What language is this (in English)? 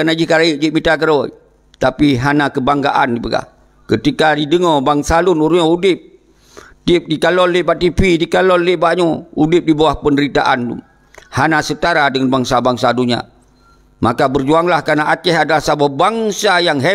Achinese